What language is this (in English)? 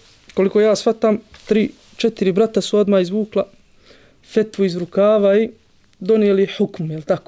Bosnian